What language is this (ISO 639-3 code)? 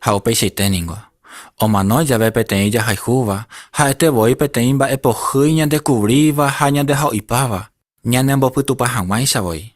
grn